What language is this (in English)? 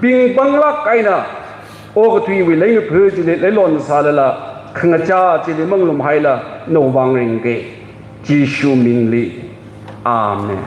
Tangkhul Naga (India)